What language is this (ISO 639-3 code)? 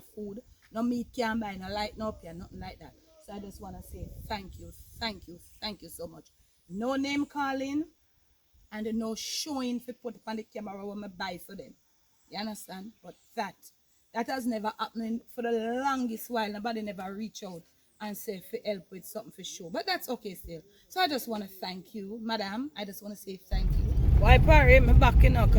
jam